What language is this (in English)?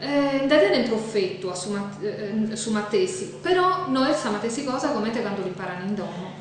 Sardinian